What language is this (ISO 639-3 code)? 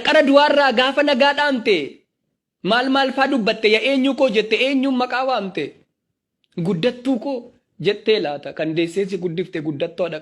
orm